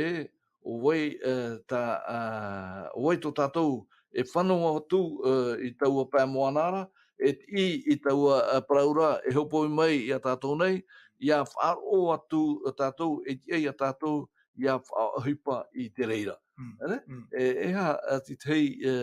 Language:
Tahitian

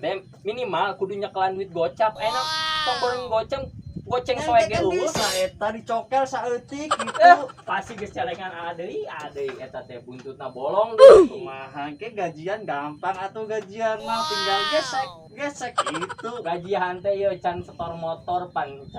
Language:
Sundanese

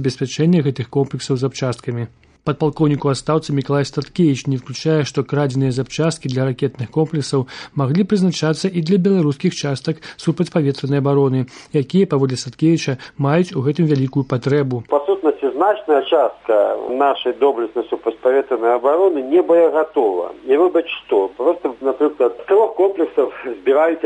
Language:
Belarusian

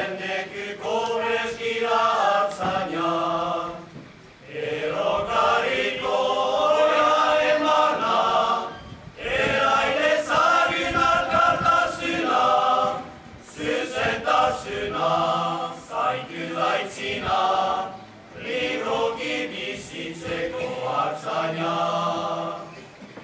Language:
Basque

